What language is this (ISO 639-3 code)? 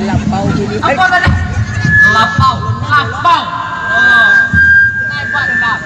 min